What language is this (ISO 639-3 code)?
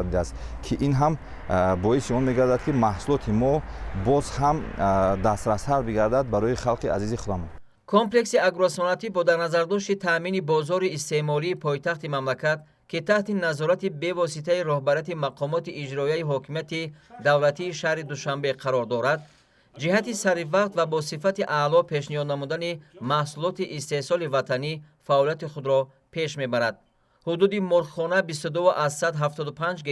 tgk